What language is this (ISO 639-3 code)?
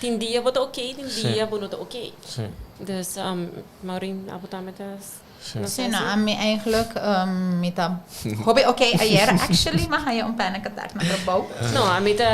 pap